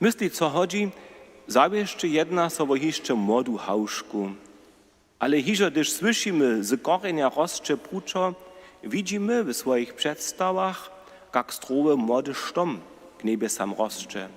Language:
Upper Sorbian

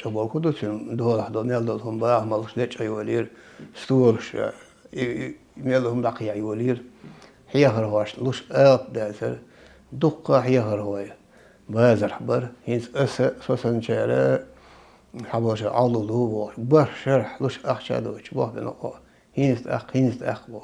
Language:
Chechen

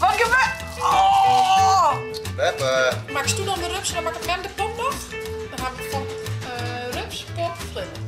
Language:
Western Frisian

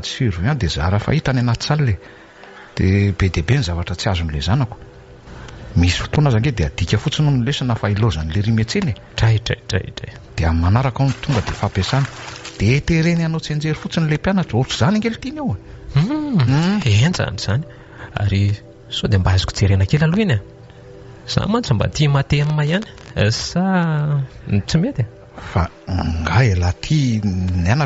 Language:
Malagasy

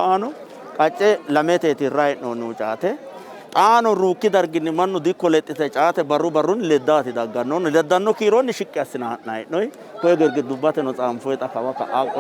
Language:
Sidamo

